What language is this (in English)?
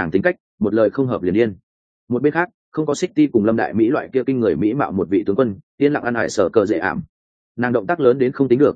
Vietnamese